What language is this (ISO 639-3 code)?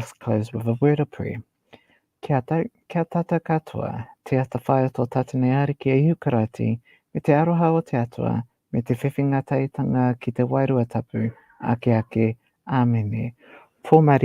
mri